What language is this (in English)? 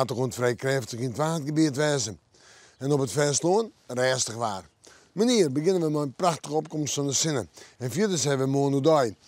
Western Frisian